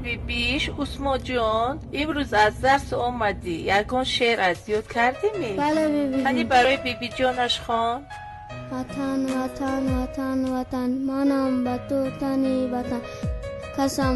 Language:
Tajik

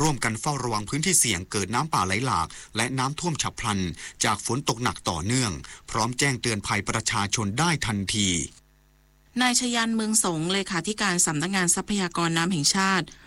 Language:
Thai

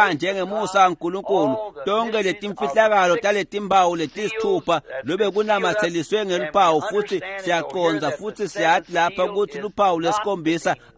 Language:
Swati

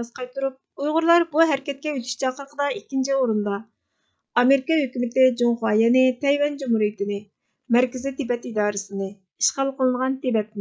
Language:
Uyghur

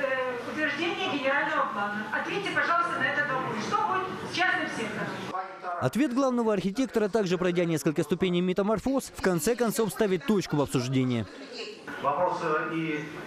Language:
Russian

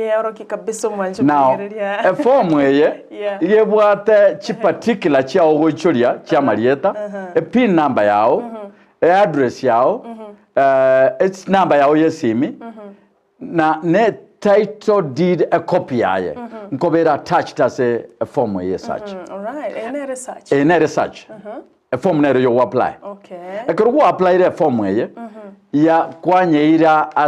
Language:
Gusii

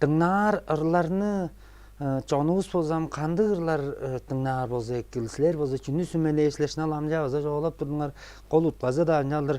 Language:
Tuvinian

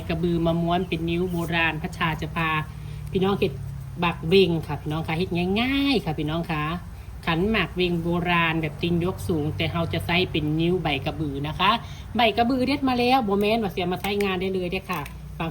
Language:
Northeastern Thai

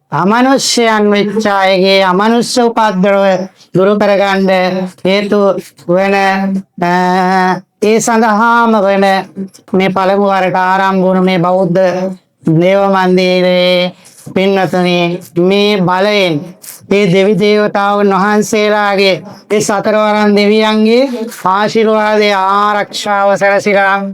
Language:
Sinhala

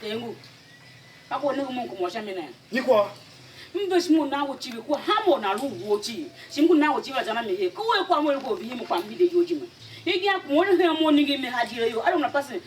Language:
Tiv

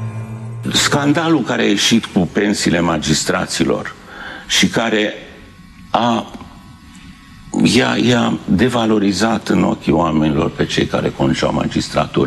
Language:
Romanian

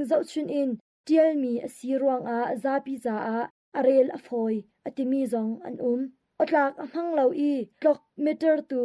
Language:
Hakha Chin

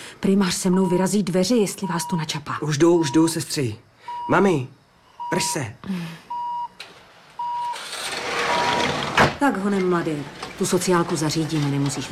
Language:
Czech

